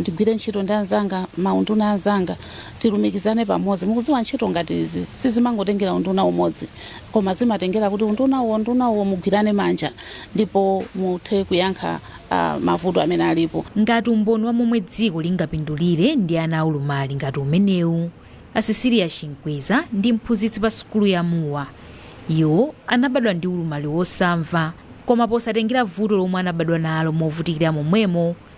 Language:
Nyanja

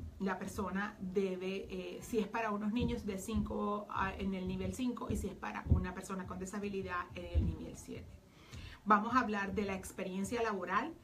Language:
Spanish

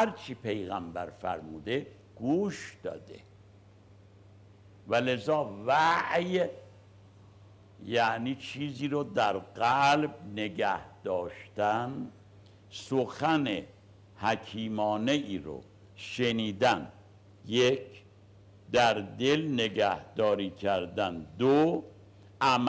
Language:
Persian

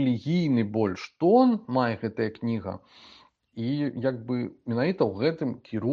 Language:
Belarusian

